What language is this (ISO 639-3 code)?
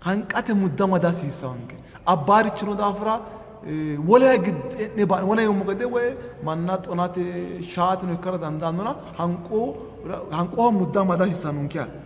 sid